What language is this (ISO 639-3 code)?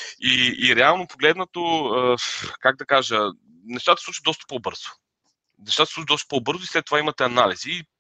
bul